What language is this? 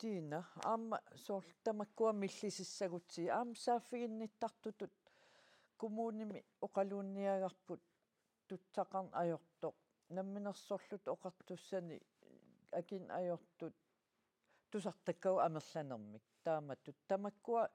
Kalaallisut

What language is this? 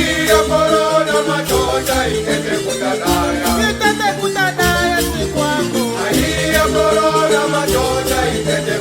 Chopi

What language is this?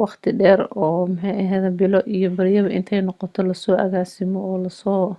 Somali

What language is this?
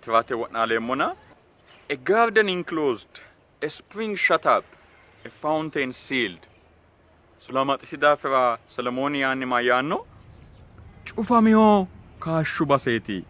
Sidamo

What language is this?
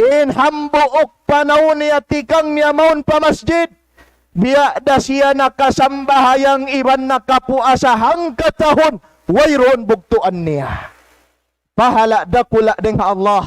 Tausug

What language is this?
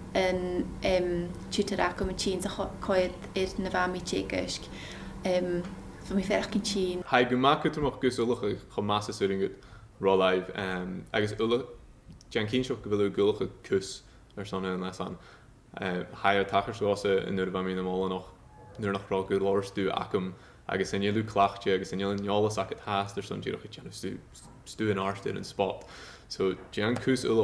Scottish Gaelic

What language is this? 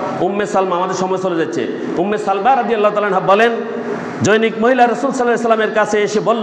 Bangla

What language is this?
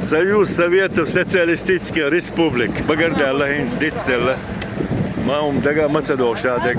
Chechen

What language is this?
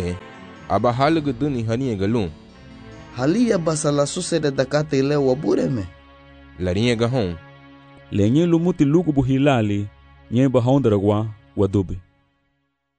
Garifuna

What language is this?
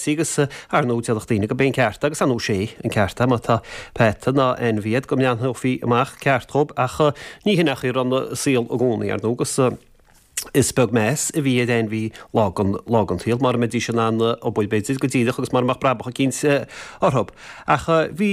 Irish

